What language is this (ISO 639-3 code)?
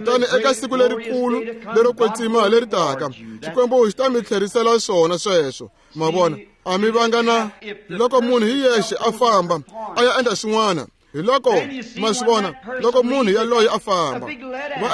tso